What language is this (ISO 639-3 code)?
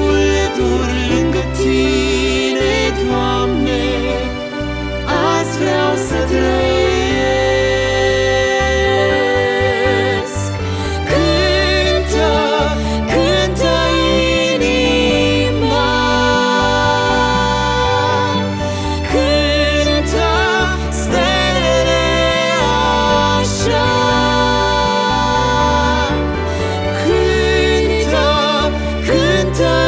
ron